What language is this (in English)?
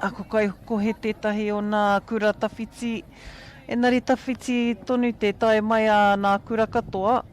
Māori